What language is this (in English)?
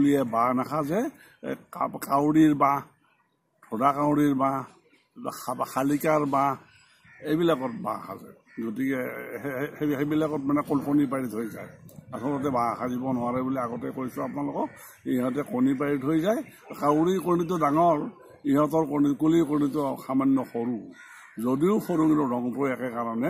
Assamese